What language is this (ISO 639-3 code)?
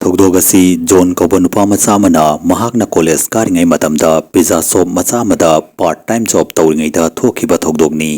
mni